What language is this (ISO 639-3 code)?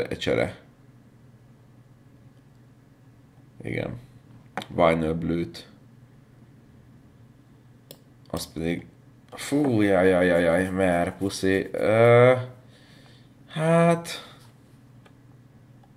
hun